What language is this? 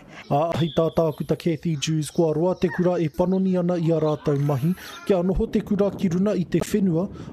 Māori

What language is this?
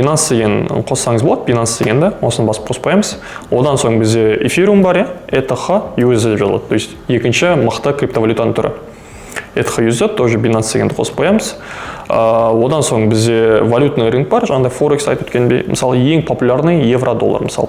Kazakh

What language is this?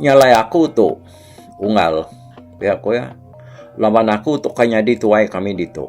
Iban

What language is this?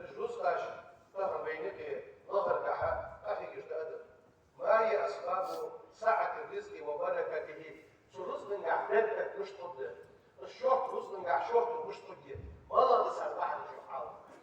Ingush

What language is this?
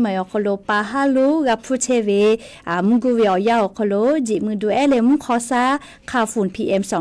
Lahu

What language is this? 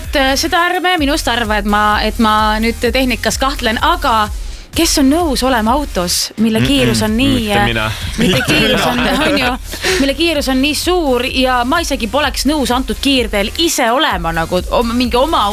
Estonian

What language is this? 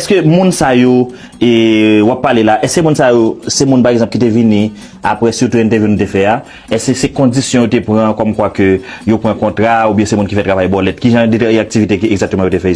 Haitian Creole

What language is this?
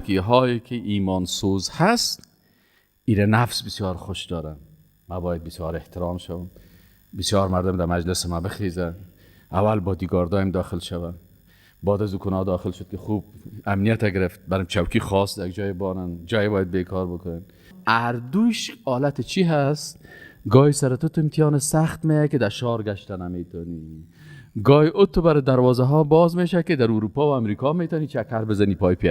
Persian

